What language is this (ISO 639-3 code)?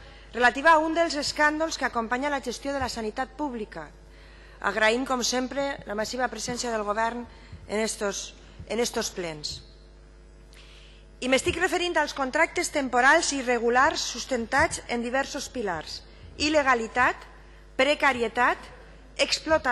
cat